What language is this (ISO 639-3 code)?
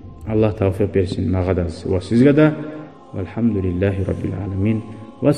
kum